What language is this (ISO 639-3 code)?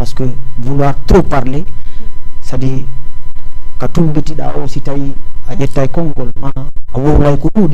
ful